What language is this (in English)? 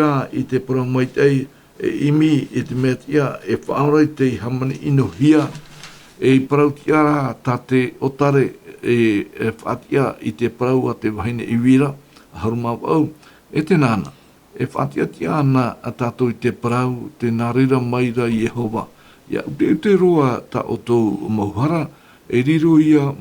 Tahitian